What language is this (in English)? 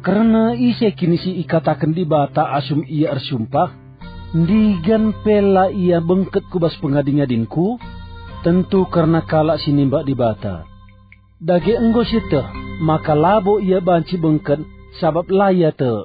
Batak Karo